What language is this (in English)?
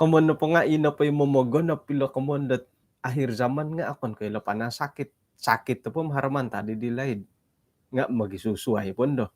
Central Dusun